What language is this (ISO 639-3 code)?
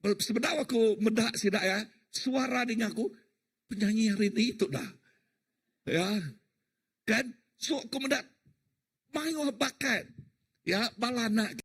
iba